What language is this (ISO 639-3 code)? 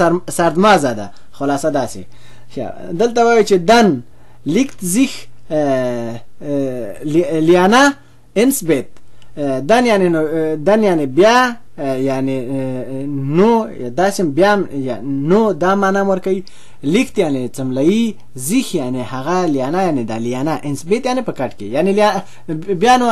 pus